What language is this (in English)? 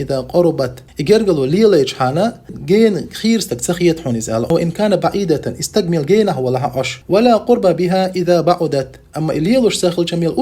Chechen